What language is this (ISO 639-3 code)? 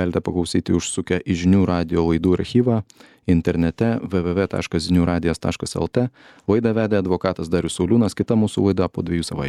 lit